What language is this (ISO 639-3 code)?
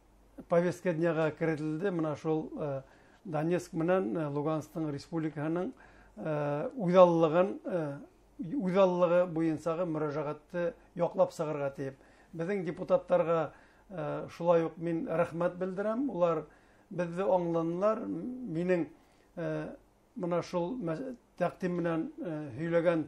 bak